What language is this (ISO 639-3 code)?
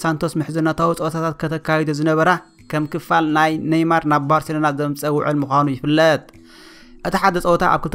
tir